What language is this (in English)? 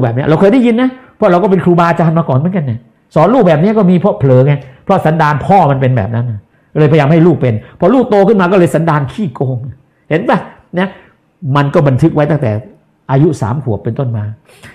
Thai